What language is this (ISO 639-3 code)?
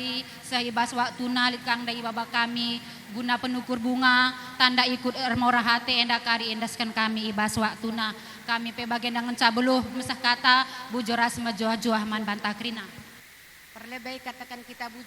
btx